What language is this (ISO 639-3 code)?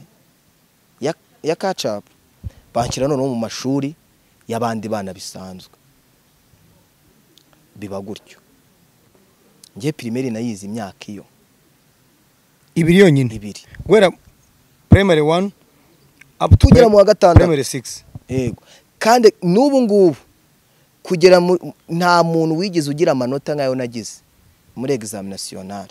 kin